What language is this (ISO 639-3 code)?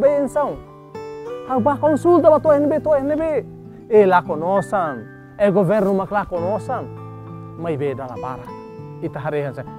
tet